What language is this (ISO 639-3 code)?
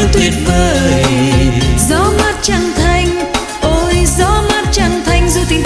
vie